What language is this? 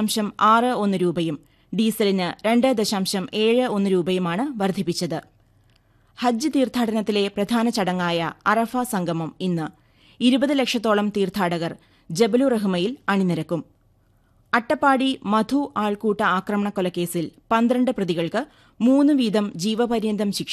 Malayalam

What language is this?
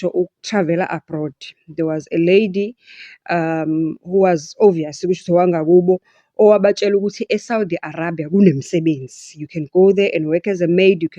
Zulu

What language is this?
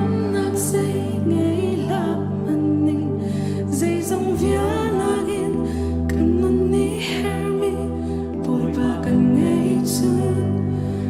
Hakha Chin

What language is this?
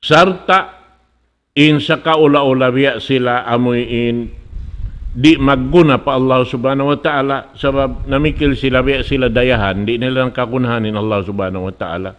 Tausug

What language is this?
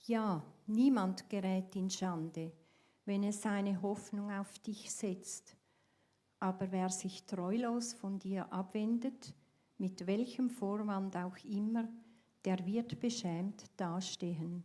Swiss German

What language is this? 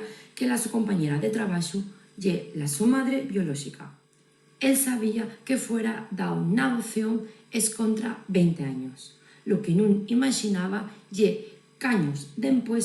Asturian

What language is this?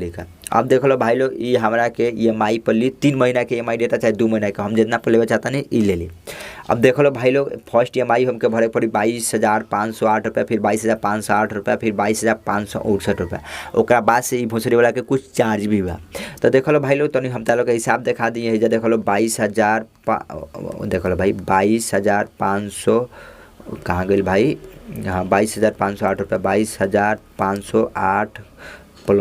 Bhojpuri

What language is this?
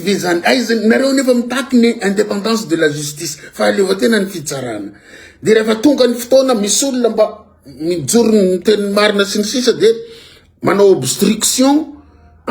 Malagasy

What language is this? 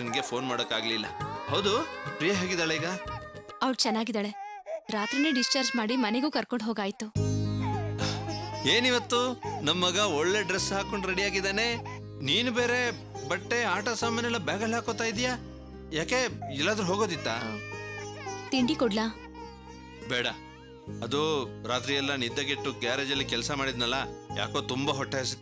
Kannada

